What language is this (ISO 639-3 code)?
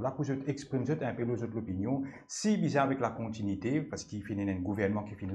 mfe